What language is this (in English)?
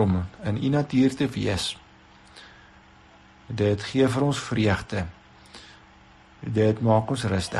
Afrikaans